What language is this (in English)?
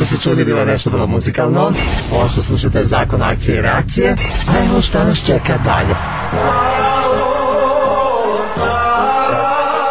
Serbian